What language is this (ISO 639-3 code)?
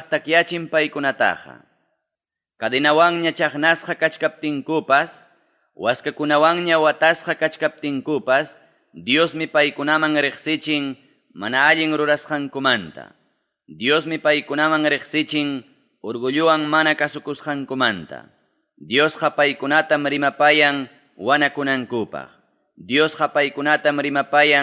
quy